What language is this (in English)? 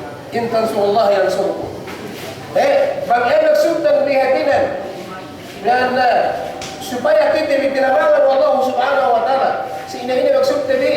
Yakan